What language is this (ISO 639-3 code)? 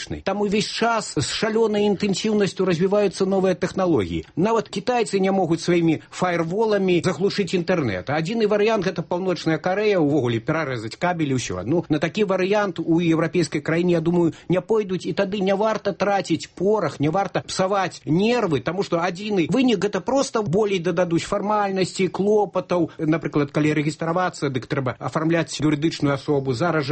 bel